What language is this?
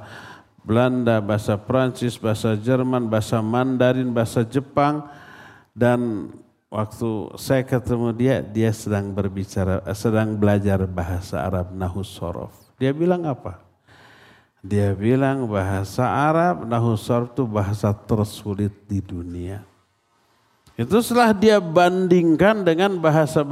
Indonesian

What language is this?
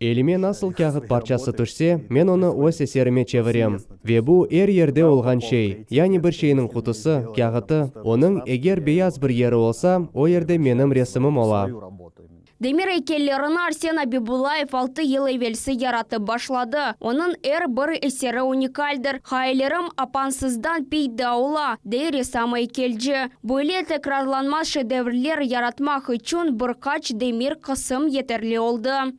Crimean Tatar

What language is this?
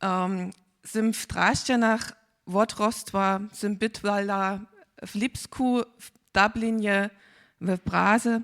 Upper Sorbian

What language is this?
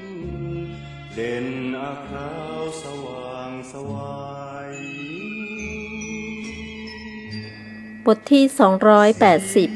Thai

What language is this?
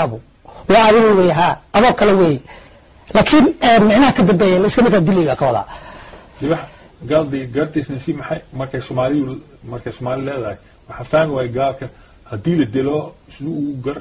Somali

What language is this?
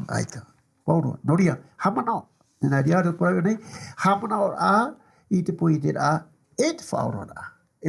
Tahitian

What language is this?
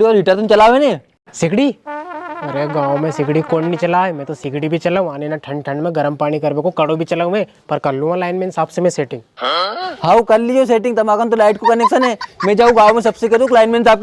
Rajasthani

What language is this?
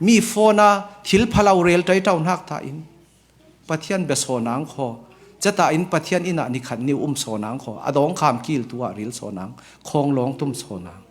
Falam Chin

